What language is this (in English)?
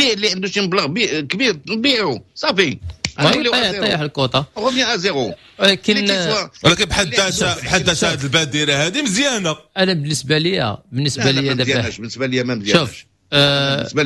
Moroccan Arabic